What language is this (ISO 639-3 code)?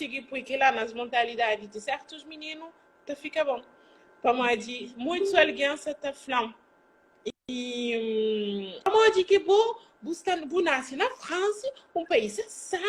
kea